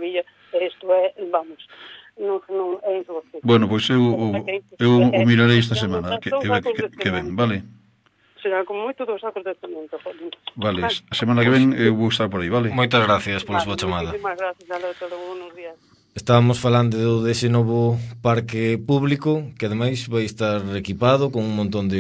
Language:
Galician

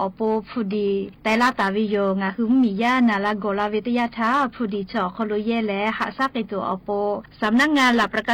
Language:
Lahu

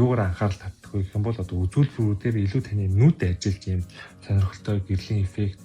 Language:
Mongolian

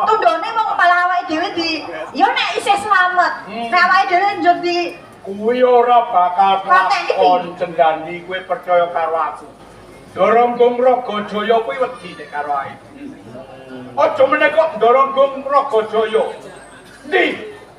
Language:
Javanese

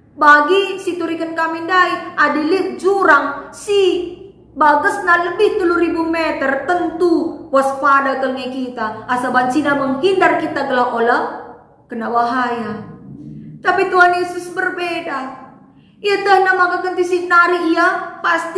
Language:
Batak Karo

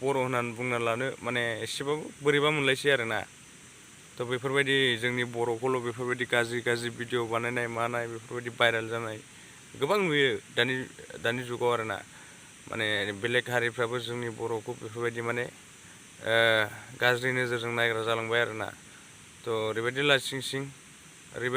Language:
Bodo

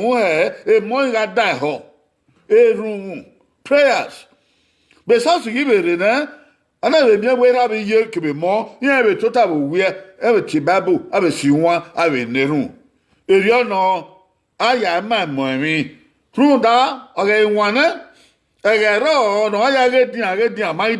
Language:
Bini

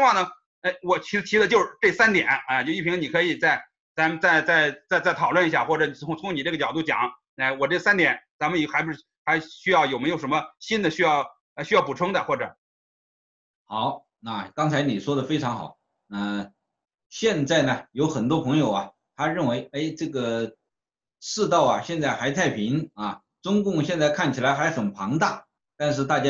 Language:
Chinese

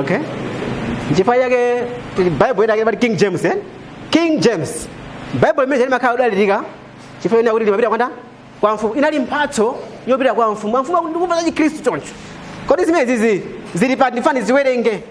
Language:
Nyanja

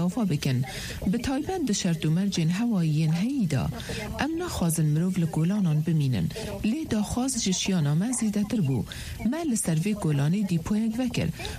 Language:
Kurdish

